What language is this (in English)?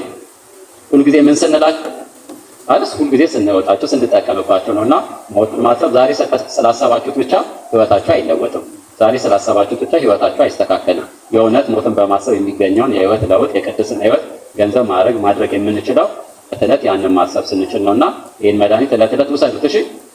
Amharic